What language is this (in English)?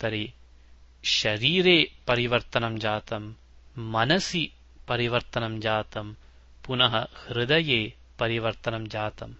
Sanskrit